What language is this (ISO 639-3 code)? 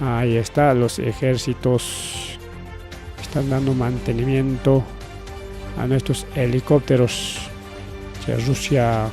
quy